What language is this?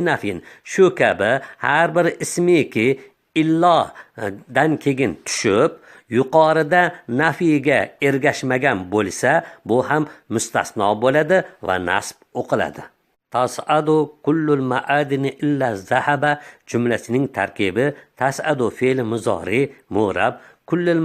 Uzbek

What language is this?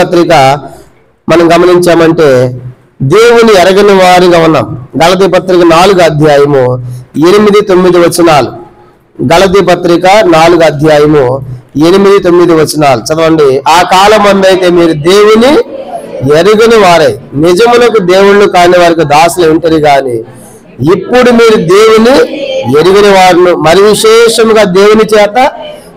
Telugu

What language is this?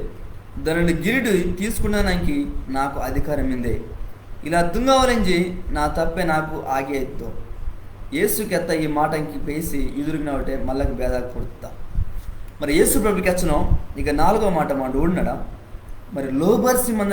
Koya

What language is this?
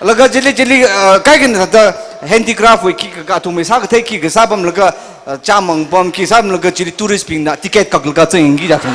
Tangkhul Naga (India)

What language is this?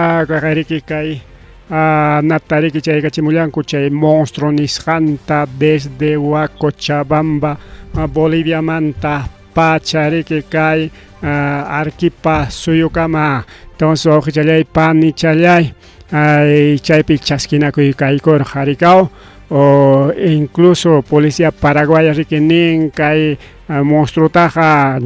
Ayacucho Quechua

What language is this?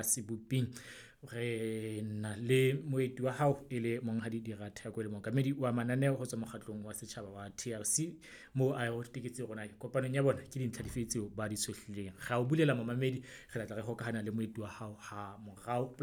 Southern Sotho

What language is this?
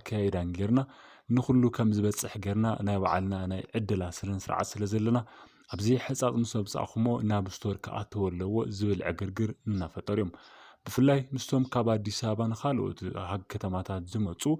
Tigrinya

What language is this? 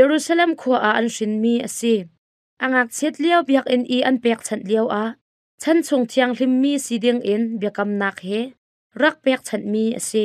Hakha Chin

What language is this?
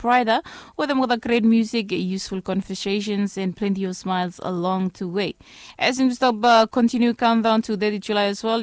Bislama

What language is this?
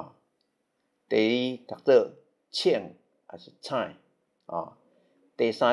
Min Nan Chinese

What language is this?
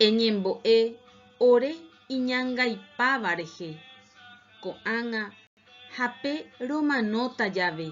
Guarani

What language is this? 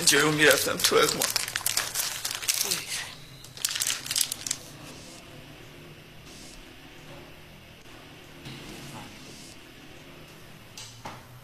Persian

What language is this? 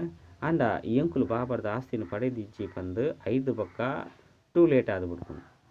Tulu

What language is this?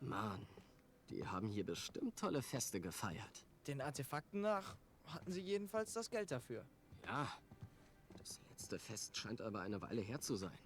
Swiss German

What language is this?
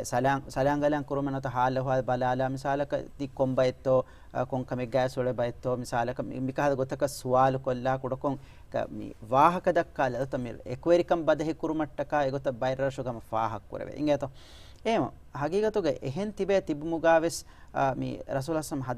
Divehi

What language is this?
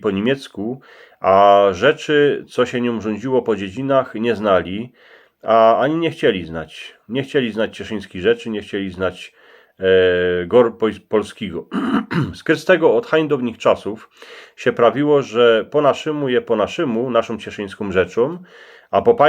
Silesian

